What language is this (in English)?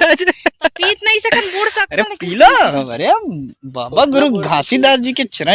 Chhattisgarhi